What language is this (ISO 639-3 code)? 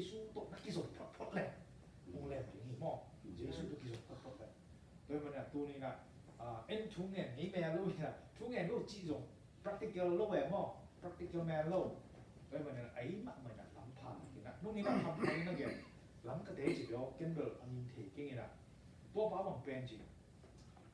ctd